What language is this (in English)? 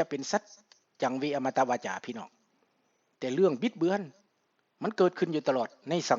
Lao